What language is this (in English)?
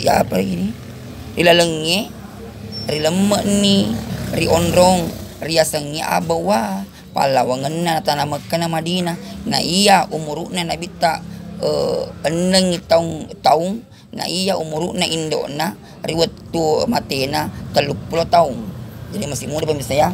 Buginese